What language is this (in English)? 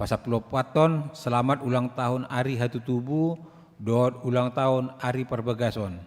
Batak Toba